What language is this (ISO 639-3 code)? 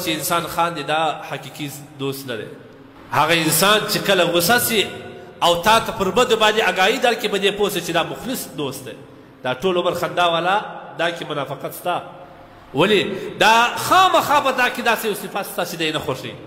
pus